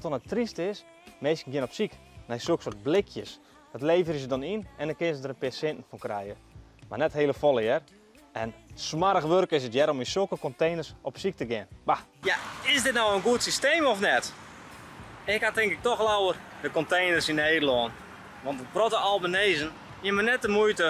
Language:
Western Frisian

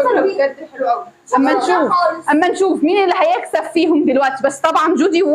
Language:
Egyptian Arabic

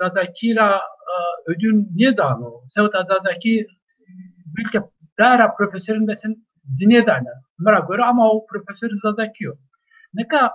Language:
Zaza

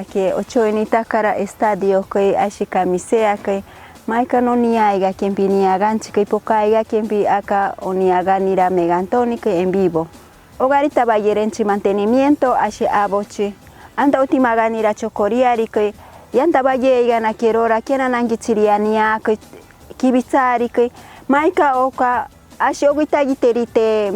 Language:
Machiguenga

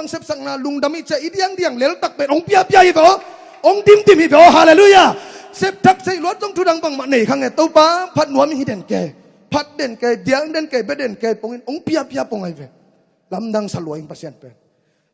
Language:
Tedim Chin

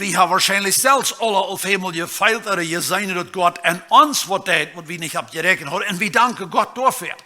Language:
Plautdietsch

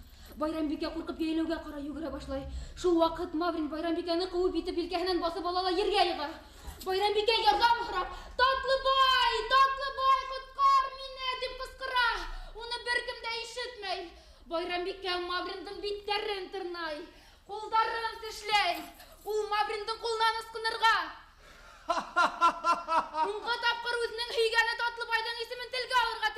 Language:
Bashkir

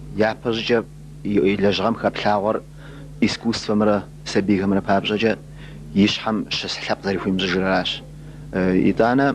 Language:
Kabardian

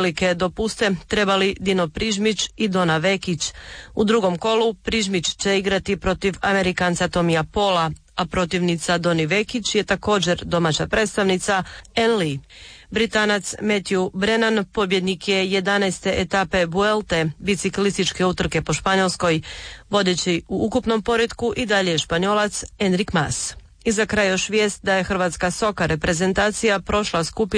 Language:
Croatian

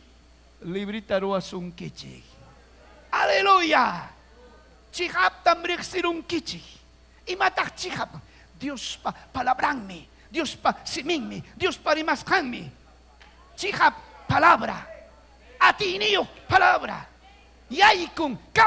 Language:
Ayacucho Quechua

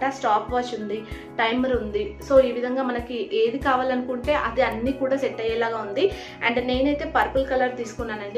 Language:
Telugu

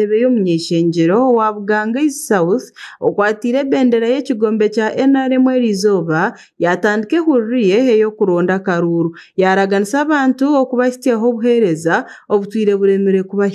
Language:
Nyankole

